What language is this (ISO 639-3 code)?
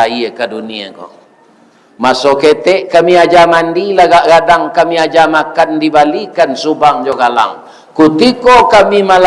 min